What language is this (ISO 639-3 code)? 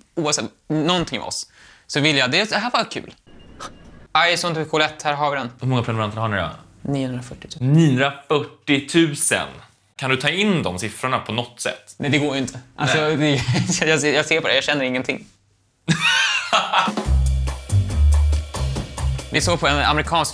swe